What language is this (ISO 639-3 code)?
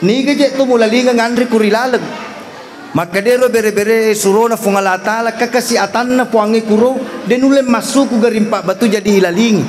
bug